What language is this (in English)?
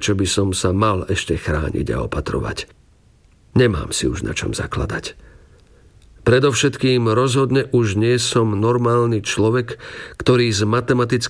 Slovak